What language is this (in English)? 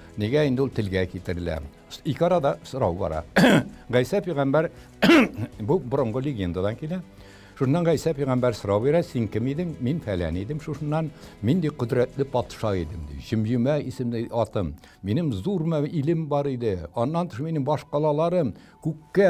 Tatar